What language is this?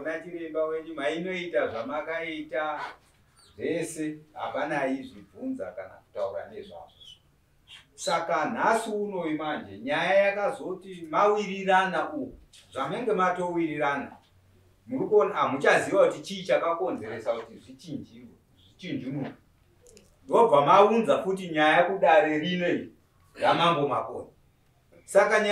Shona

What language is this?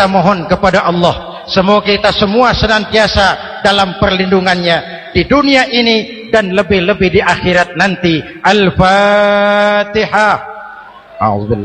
Indonesian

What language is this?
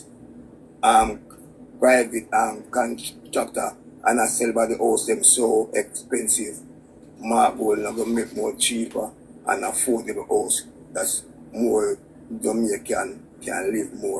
Jamaican Creole English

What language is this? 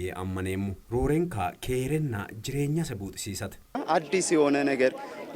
Sidamo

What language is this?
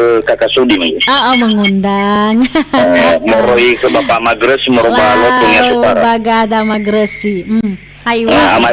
Nias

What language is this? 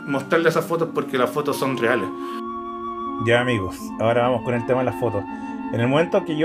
Spanish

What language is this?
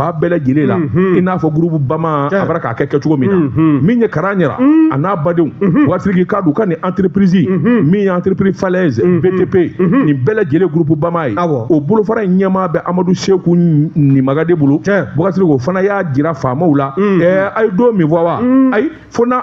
Bambara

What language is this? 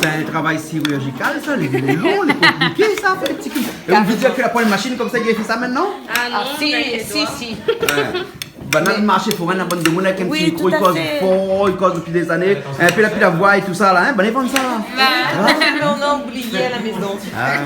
Réunion Creole French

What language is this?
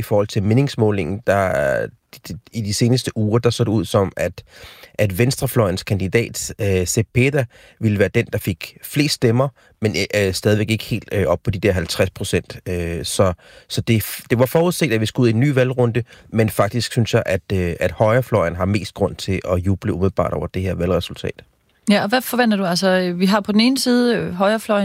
Danish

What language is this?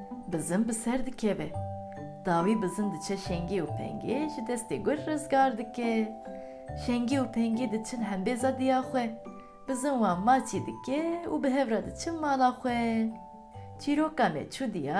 Kurdish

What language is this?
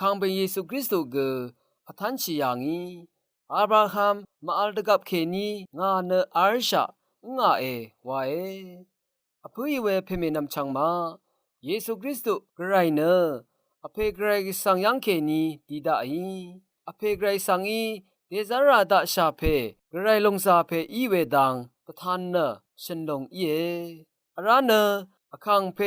Rawang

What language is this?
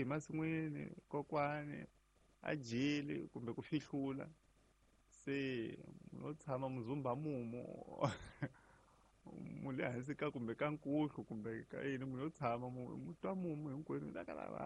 Tsonga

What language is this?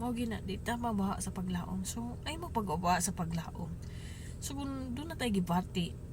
Cebuano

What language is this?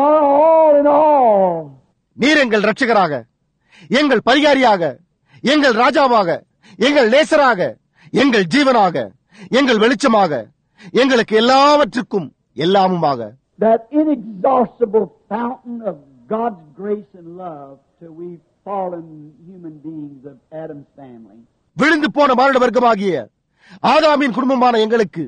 Tamil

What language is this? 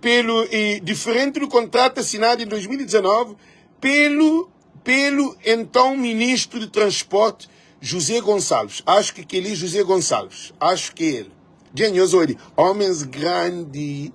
Kabuverdianu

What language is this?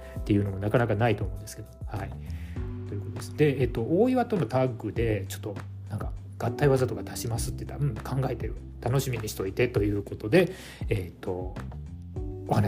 Japanese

